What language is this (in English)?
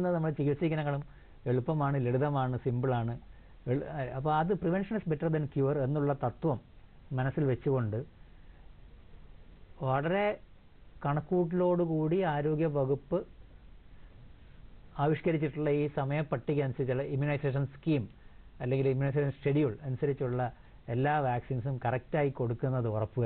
Malayalam